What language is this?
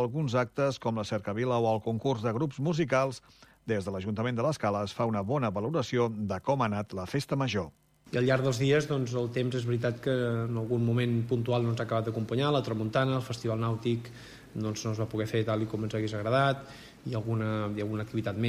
Catalan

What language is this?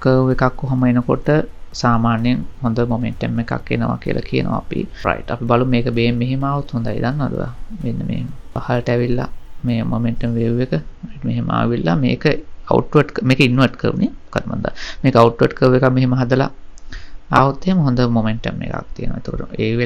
Sinhala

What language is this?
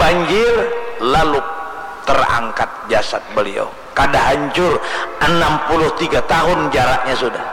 Banjar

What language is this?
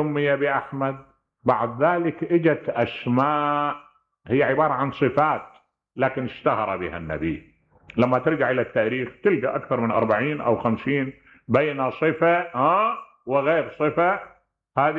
Mesopotamian Arabic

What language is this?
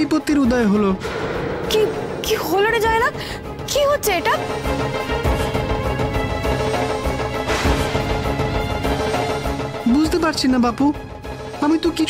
Bangla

